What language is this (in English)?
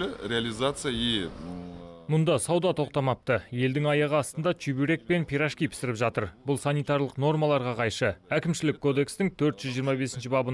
Kazakh